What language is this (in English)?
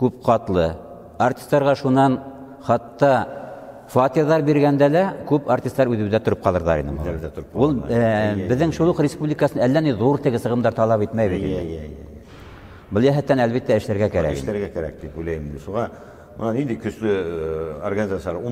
Bashkir